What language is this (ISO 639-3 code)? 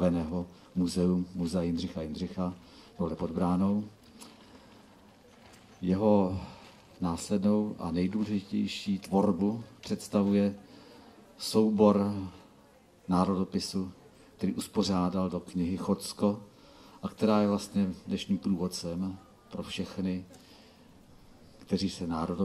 ces